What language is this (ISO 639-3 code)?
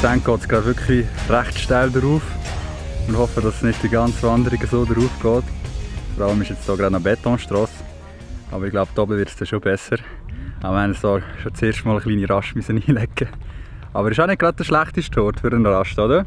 gsw